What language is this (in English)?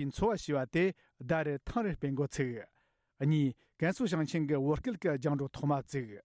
Tibetan